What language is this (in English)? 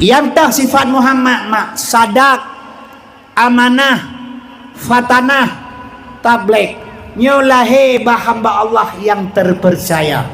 Achinese